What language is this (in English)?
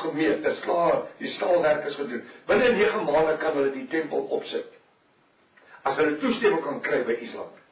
Afrikaans